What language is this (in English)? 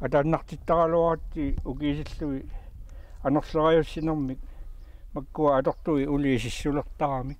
Kalaallisut